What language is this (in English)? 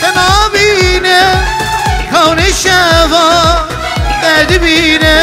Kurdish